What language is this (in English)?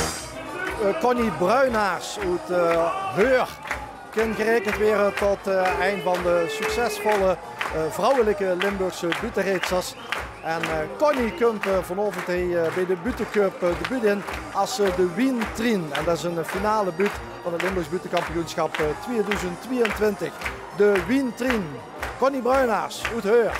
Limburgish